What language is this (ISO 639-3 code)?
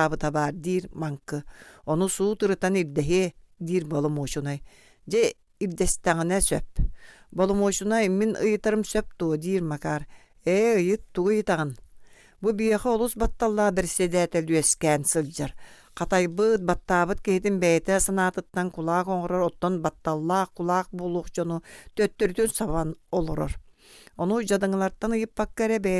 sah